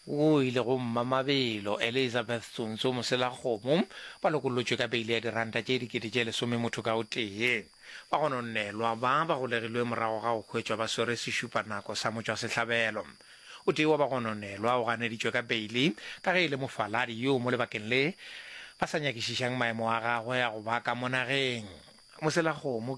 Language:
Northern Sotho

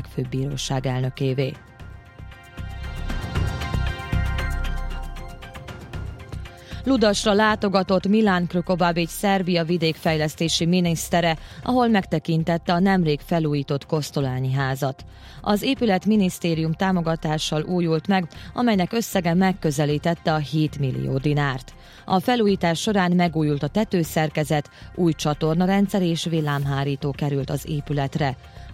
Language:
Hungarian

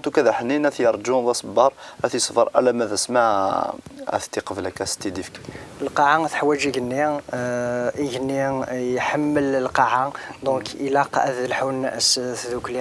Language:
Kabyle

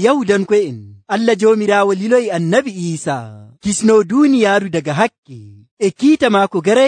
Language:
Nigerian Fulfulde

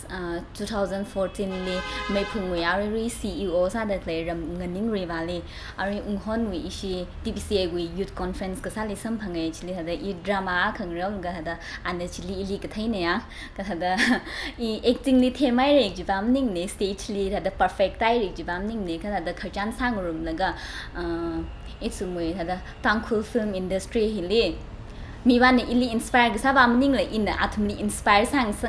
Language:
Tangkhul Naga (India)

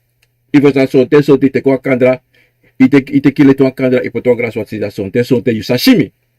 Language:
Sranan Tongo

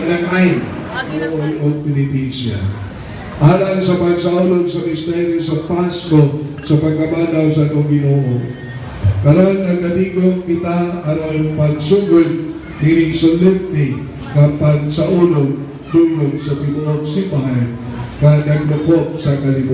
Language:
Cebuano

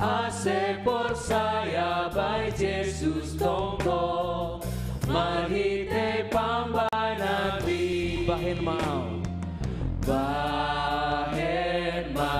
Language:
Batak Simalungun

